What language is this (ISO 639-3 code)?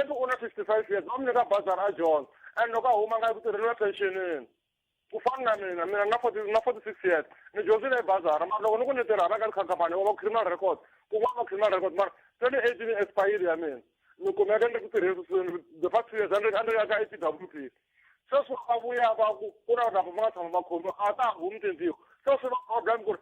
tso